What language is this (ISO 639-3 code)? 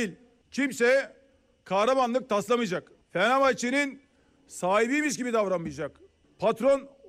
tur